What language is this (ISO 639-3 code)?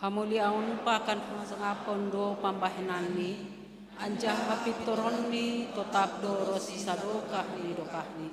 bts